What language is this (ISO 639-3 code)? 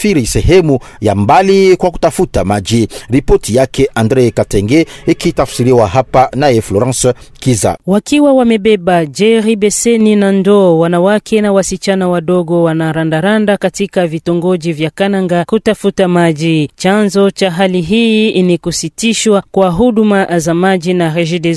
swa